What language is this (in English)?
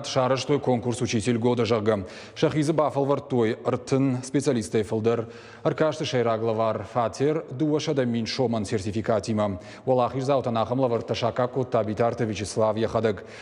Ossetic